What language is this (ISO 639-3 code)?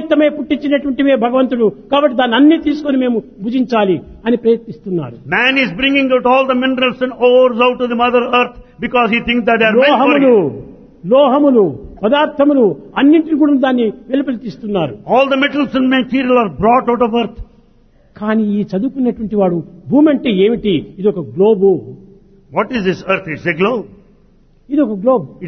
tel